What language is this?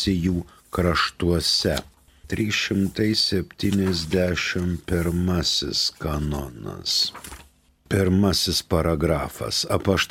Lithuanian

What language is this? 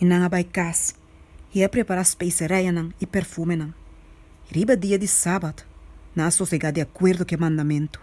Papiamento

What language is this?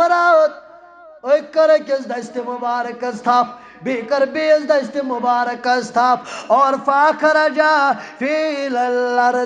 Kashmiri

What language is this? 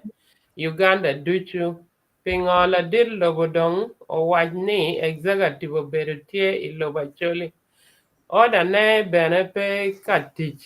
Acoli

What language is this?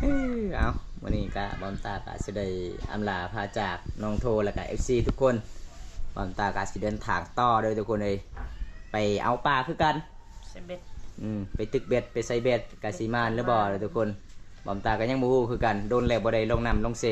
Lao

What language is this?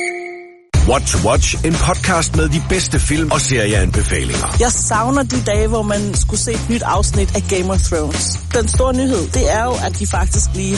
Danish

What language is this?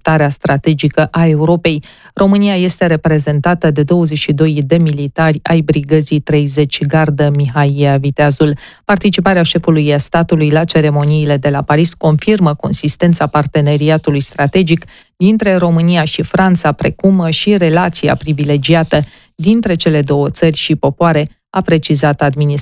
Romanian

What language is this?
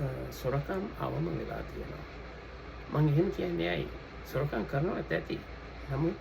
Sinhala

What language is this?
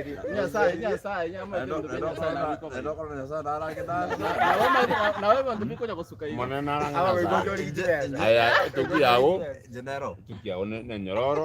Gusii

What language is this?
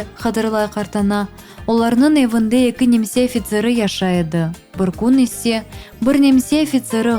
Crimean Tatar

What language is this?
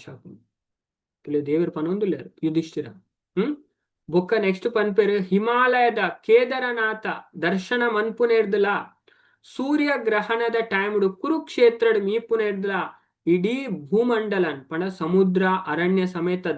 Tulu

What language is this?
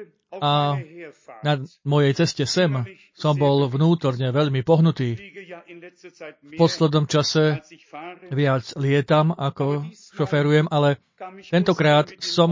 Slovak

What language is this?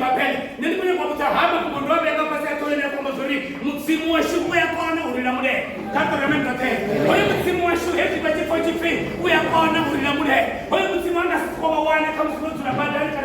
Venda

